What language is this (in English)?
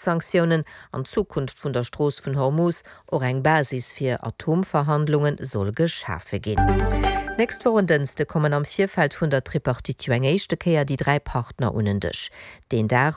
Luxembourgish